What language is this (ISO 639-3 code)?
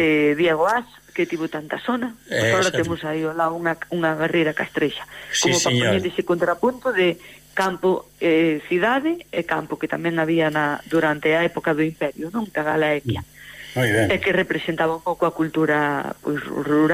glg